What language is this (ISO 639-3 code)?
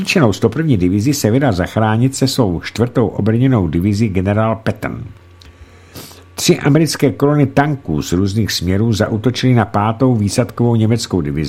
ces